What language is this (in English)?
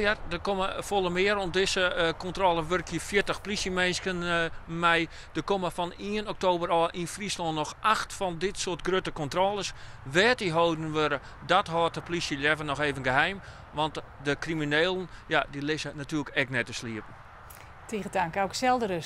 Western Frisian